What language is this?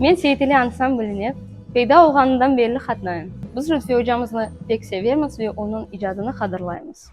Crimean Tatar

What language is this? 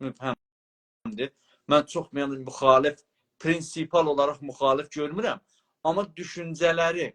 South Azerbaijani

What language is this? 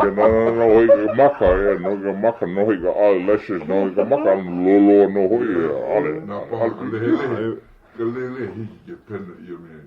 Hawaiian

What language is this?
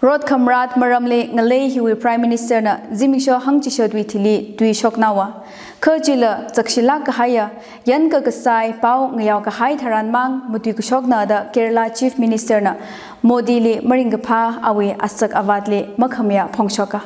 Tangkhul Naga (India)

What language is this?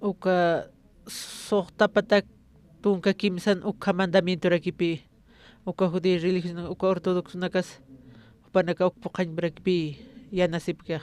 Aymara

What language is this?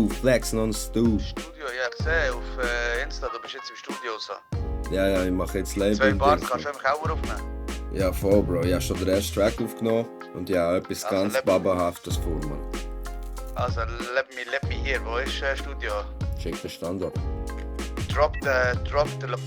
Swiss German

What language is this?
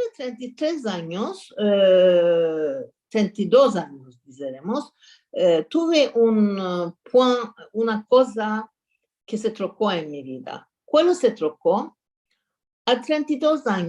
Ladino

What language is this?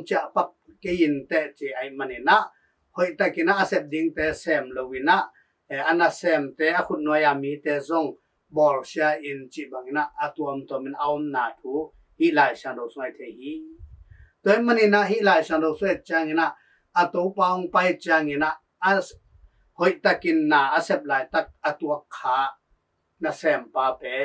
Tedim Chin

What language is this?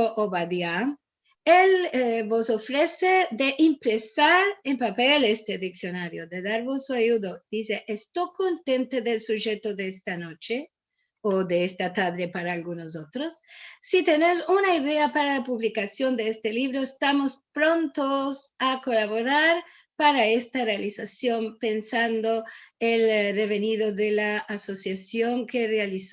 Ladino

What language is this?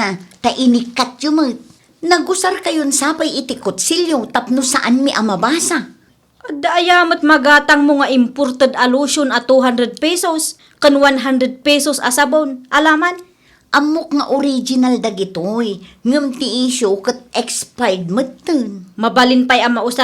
Iloko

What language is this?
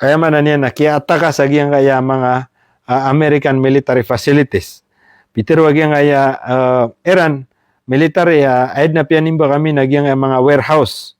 Maranao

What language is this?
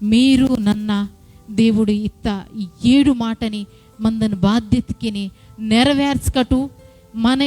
Koya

